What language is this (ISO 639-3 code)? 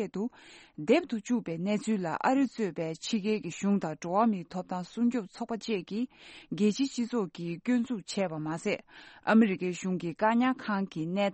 bod